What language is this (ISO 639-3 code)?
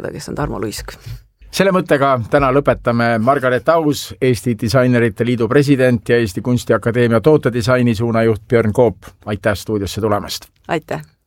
est